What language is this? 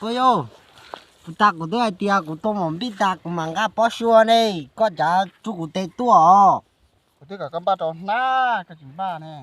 Hmong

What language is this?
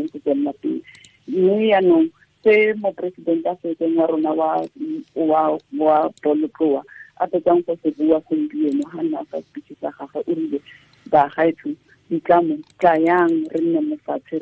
Tswana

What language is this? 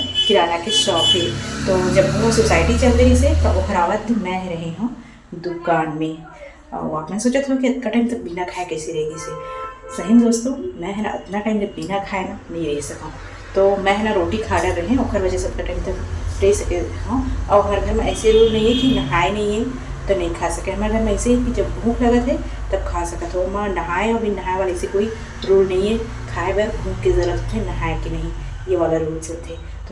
Chhattisgarhi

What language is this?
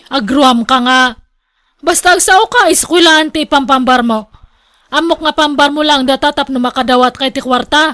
Iloko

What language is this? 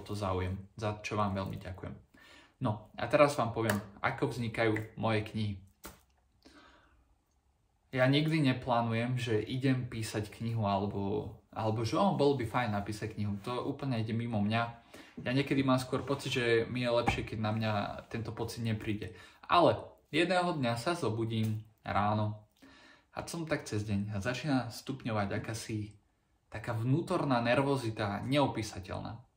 Slovak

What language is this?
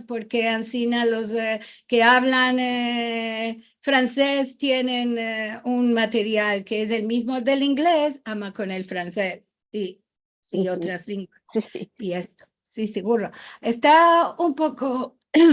Ladino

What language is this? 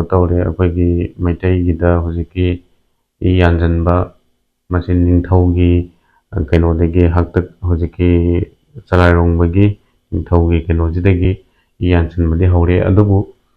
Manipuri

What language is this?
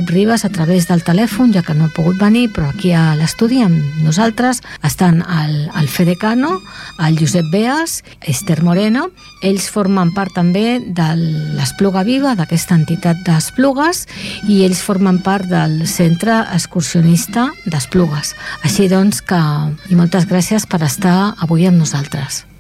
Catalan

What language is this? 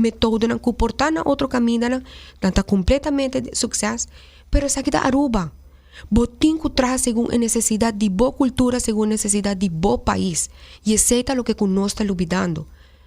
Papiamento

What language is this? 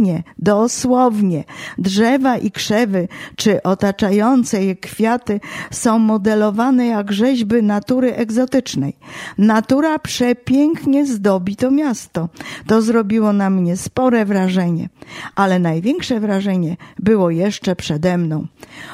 Polish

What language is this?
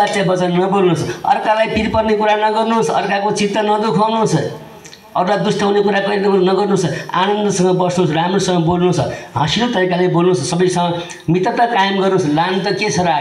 Nepali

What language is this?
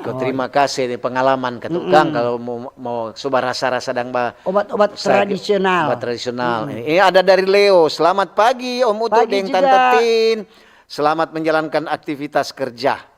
Manado Malay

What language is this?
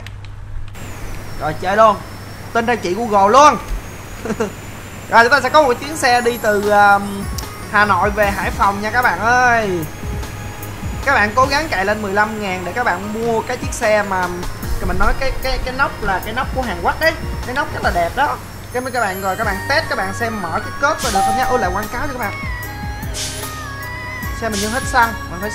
Vietnamese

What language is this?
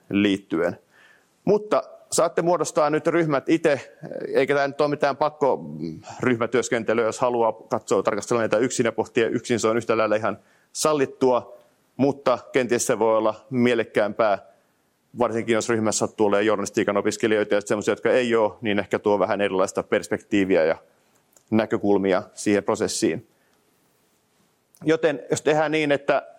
Finnish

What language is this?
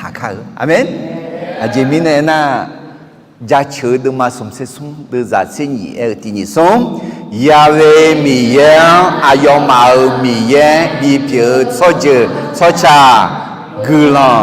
Akha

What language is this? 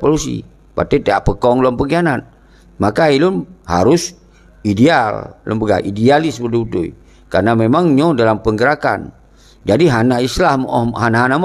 Achinese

